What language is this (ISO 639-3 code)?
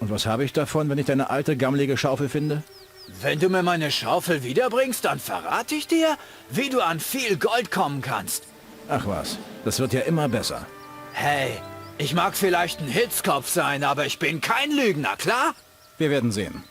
bar